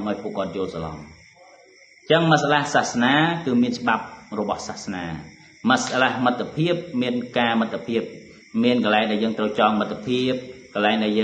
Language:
Khmer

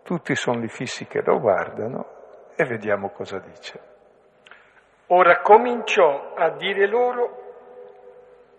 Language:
Italian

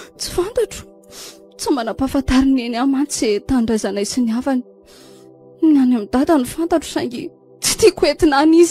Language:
Malagasy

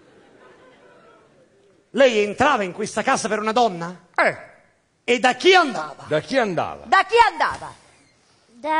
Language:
Italian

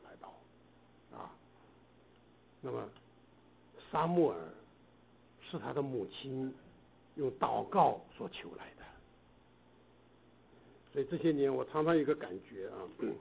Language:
Chinese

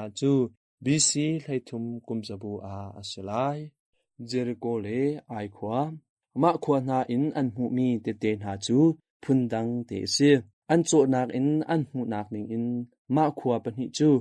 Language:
Hakha Chin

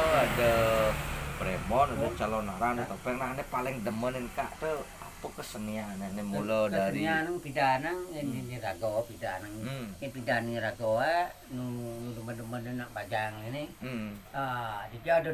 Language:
Balinese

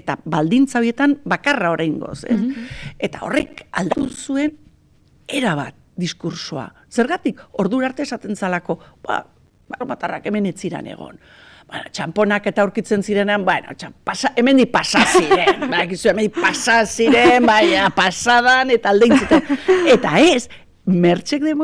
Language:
Basque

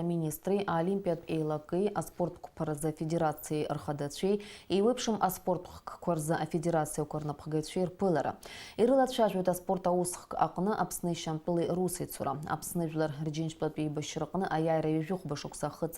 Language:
Abkhazian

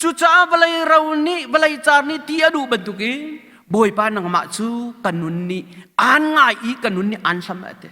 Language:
Hakha Chin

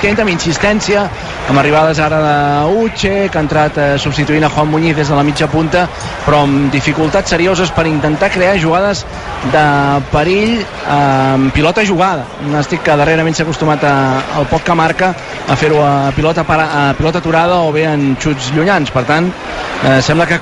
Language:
Catalan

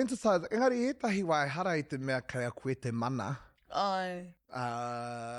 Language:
Māori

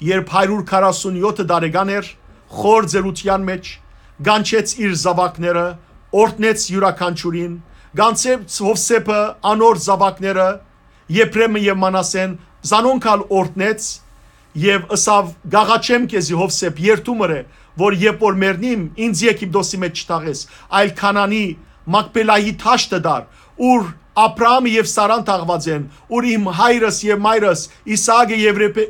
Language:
Western Armenian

